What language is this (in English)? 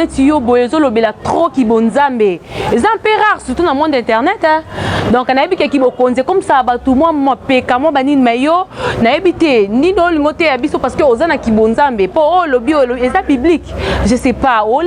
Lingala